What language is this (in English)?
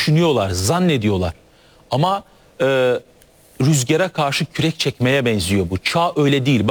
Turkish